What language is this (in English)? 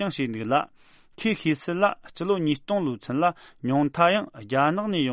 Tibetan